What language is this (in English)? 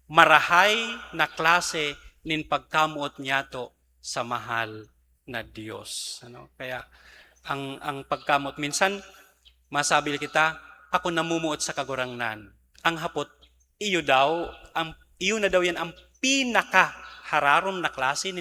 Bikol